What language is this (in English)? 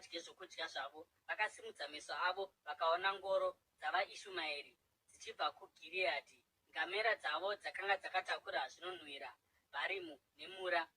Shona